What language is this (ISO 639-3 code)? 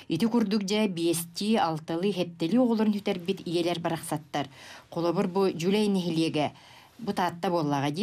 sah